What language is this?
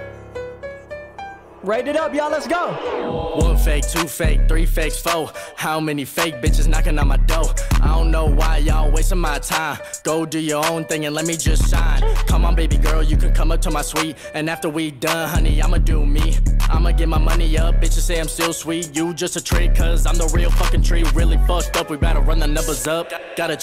English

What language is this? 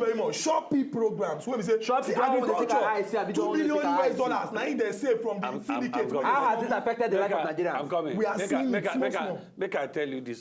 Nigerian Pidgin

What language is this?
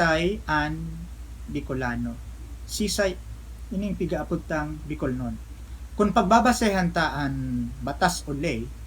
Bikol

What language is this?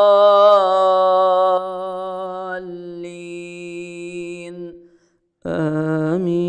Arabic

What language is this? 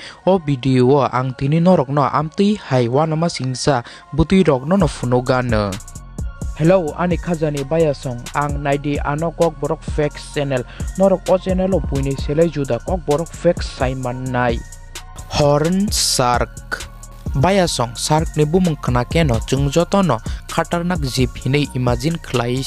Kok Borok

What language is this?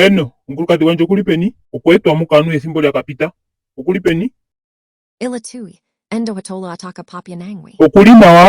Ndonga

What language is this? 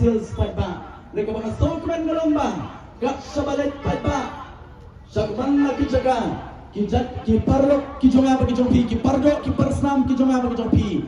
Khasi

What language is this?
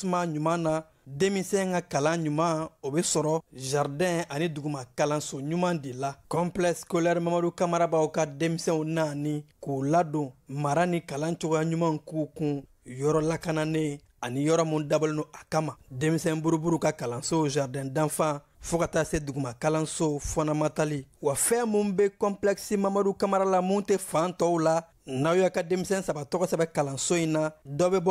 Bambara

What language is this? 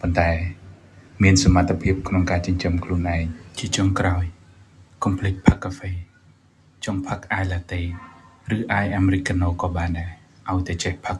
Khmer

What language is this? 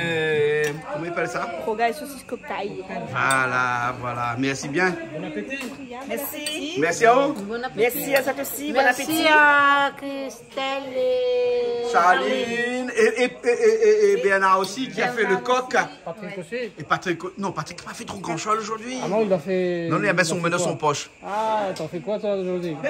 Réunion Creole French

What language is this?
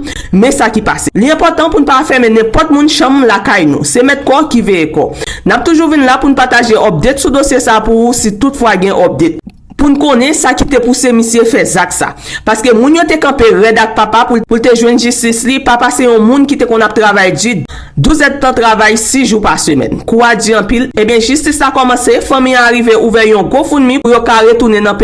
Haitian Creole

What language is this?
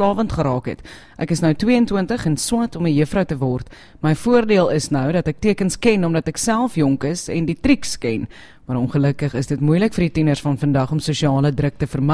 Afrikaans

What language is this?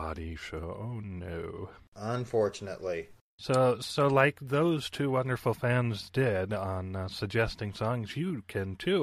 English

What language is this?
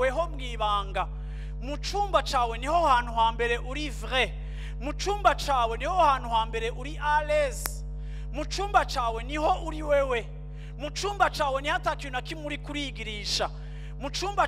Rundi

